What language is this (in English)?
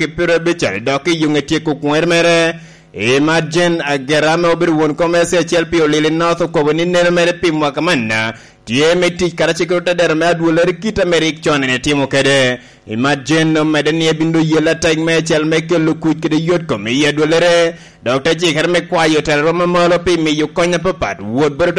Lango (Uganda)